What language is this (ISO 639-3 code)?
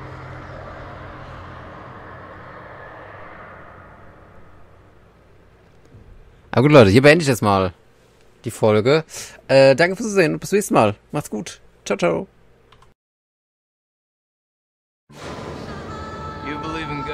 deu